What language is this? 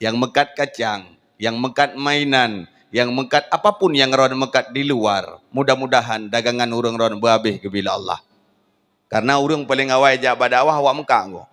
Achinese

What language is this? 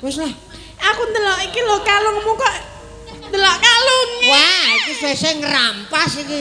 Javanese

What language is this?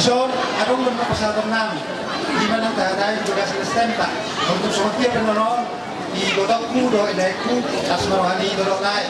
Batak Toba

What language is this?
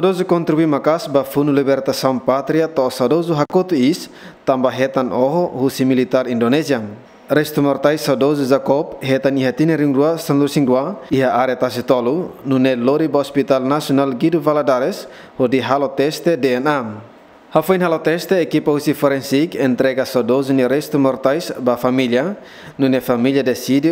Tetum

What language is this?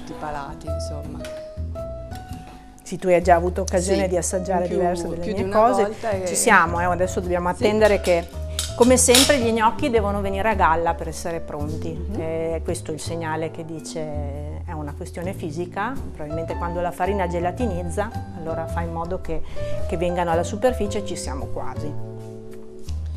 Italian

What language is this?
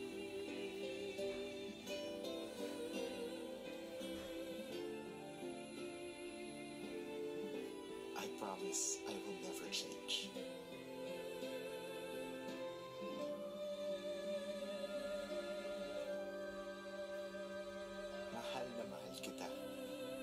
Filipino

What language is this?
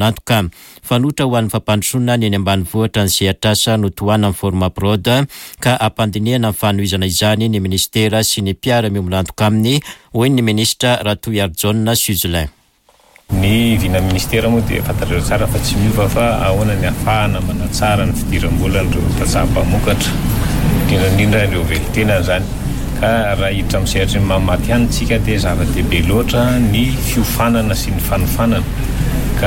Malagasy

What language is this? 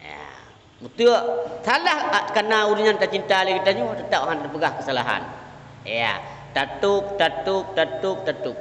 Achinese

